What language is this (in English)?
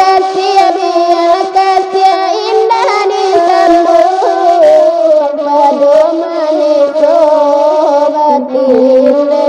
Minangkabau